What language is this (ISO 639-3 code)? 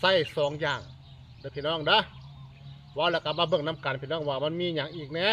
tts